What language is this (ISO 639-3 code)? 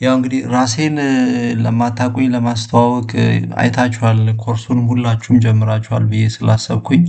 amh